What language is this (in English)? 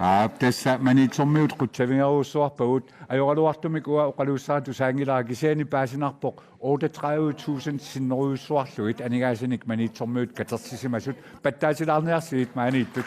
Kalaallisut